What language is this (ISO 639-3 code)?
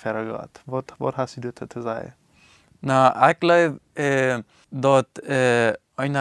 pdt